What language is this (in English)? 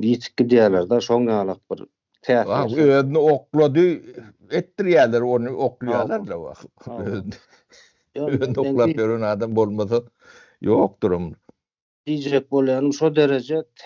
Turkmen